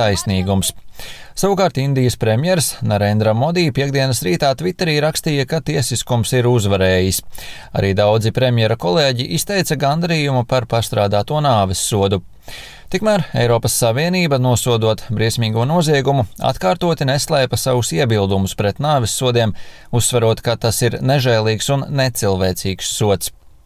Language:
Latvian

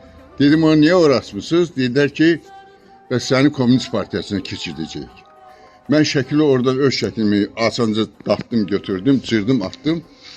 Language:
Azerbaijani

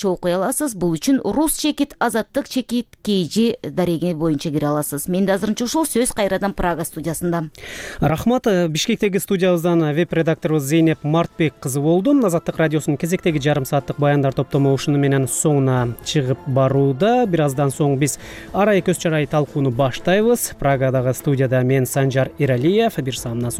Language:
Kyrgyz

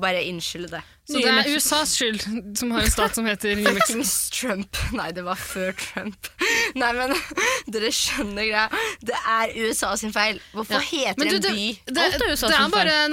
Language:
Norwegian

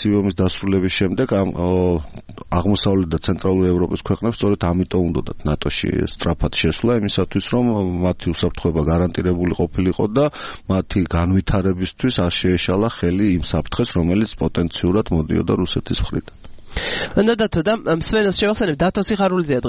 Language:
Georgian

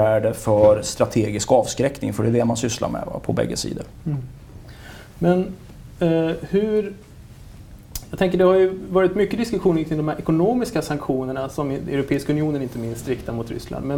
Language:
Swedish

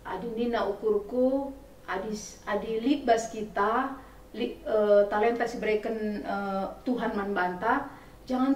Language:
Batak Karo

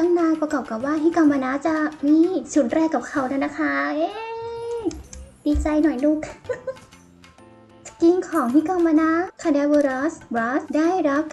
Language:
Thai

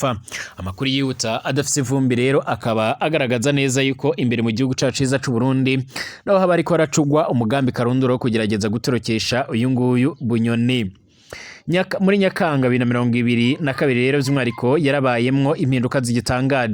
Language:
Rundi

